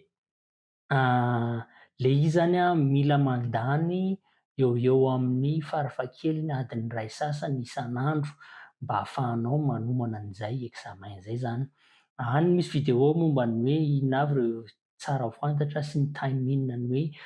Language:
Malagasy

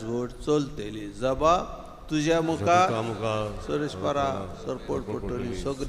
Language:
Konkani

